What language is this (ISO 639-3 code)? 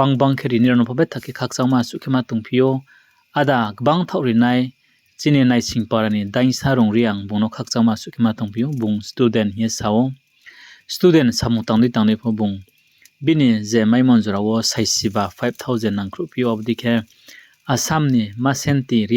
ria